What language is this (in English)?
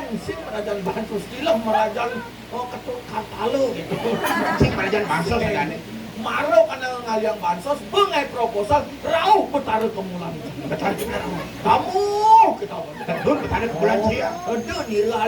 Balinese